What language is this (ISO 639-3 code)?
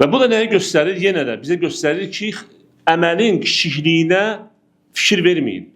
aze